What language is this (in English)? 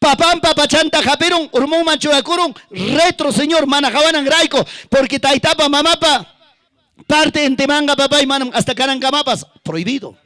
Ayacucho Quechua